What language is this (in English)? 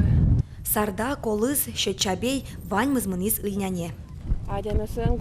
Udmurt